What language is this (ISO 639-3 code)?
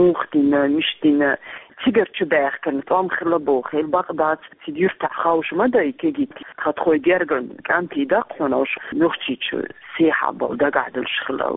che